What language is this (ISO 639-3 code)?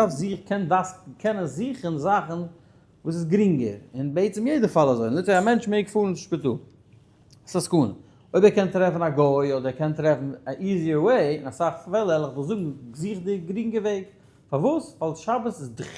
yid